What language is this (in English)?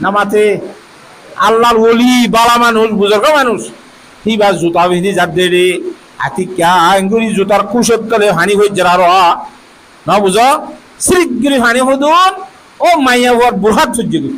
Rohingya